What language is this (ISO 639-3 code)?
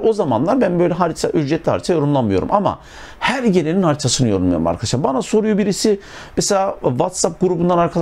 tur